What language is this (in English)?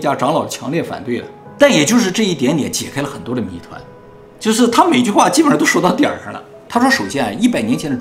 Chinese